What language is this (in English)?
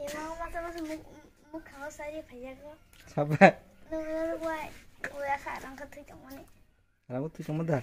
Kok Borok